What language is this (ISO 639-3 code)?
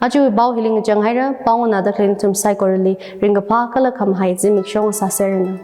nmf